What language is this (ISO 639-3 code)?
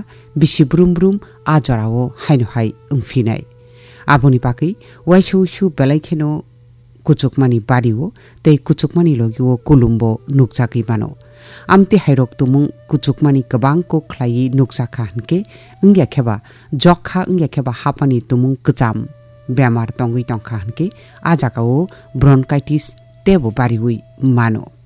trp